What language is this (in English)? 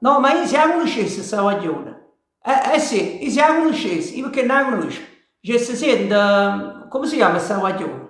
Neapolitan